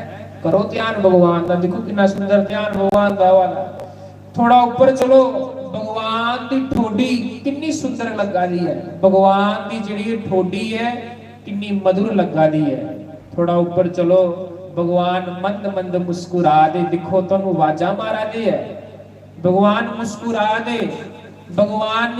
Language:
Dogri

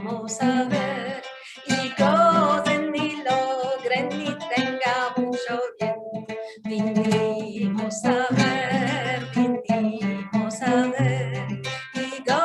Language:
Ladino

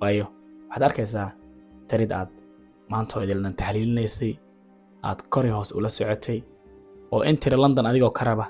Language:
Somali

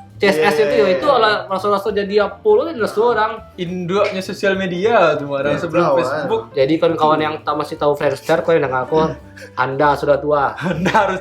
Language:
Minangkabau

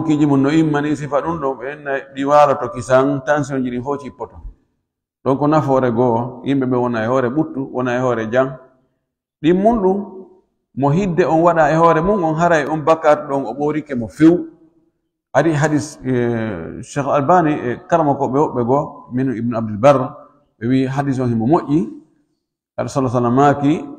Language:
Fula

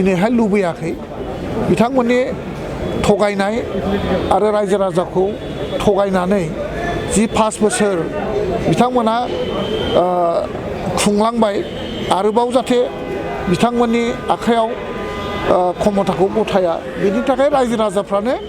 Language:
Bodo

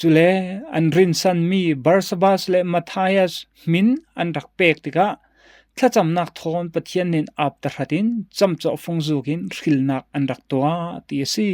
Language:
Falam Chin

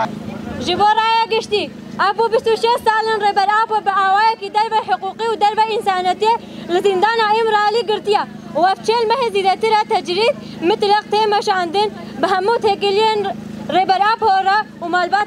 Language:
Kurdish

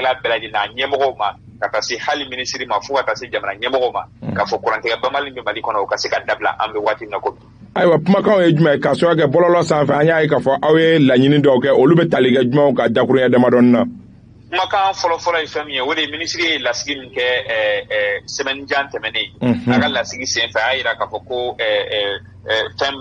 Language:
Bambara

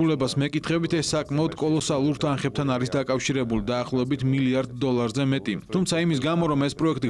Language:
Georgian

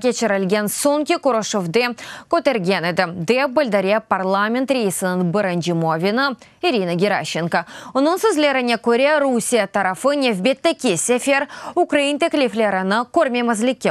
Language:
Crimean Tatar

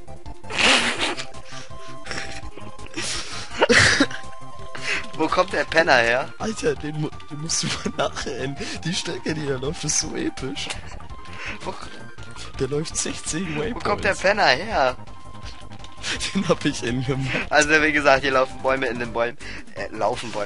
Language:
German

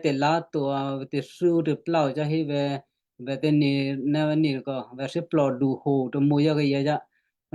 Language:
Western Kayah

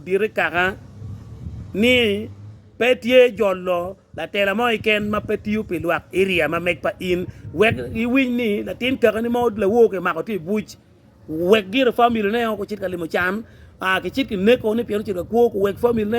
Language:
Acoli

